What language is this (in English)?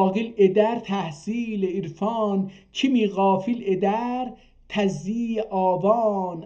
South Azerbaijani